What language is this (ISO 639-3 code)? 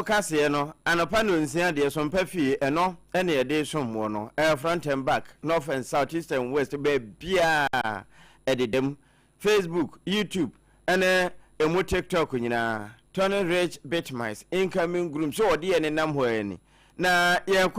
aka